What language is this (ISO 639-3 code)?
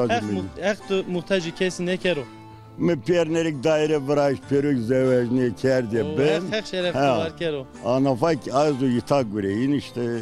zza